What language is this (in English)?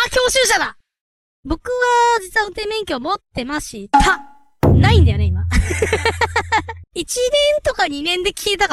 Japanese